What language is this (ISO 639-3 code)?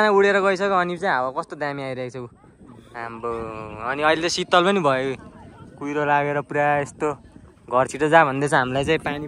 nep